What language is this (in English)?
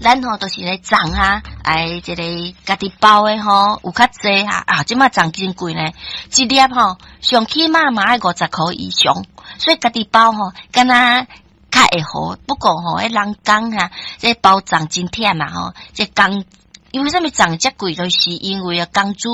Min Nan Chinese